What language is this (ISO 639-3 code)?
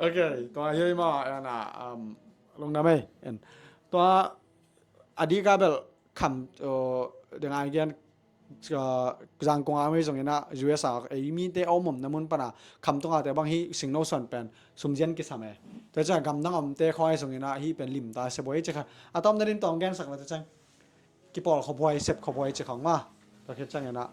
ctd